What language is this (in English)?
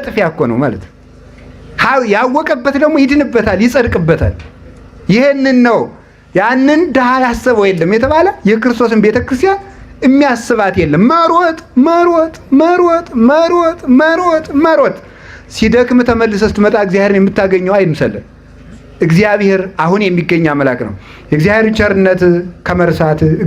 Amharic